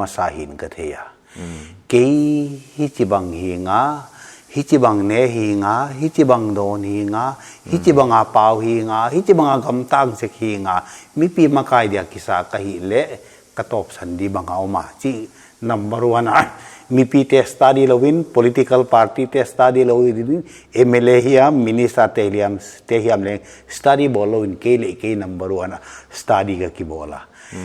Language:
Paite Chin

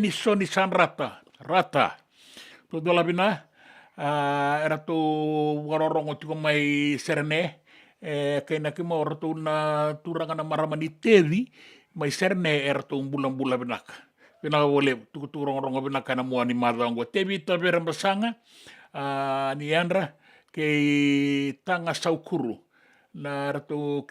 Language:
Fijian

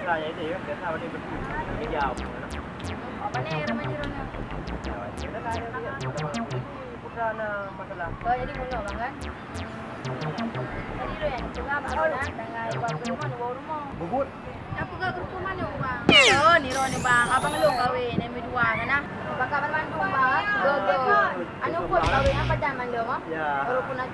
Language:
Achinese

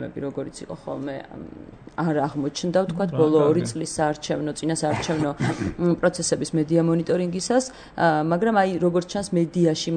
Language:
Georgian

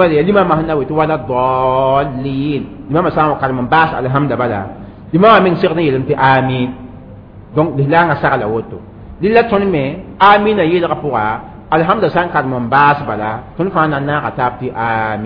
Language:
Mossi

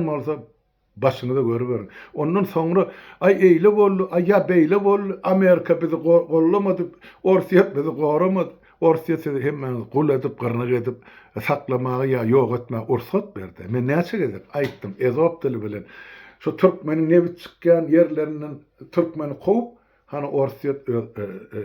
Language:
Turkmen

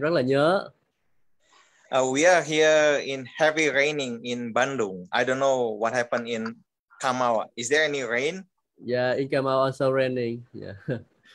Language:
Vietnamese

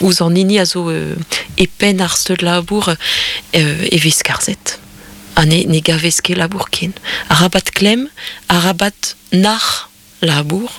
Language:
Breton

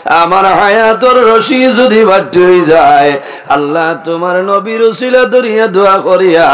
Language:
Sylheti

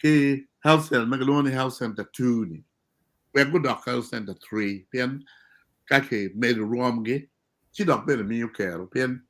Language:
Acoli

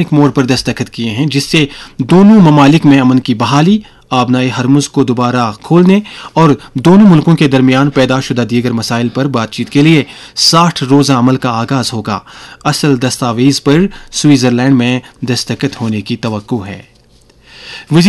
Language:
Urdu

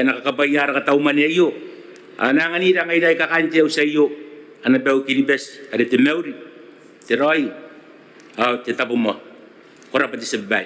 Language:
Gilbertese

